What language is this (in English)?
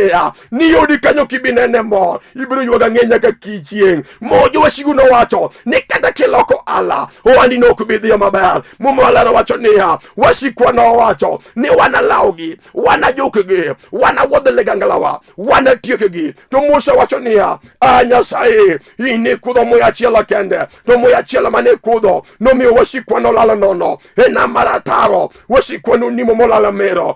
Luo (Kenya and Tanzania)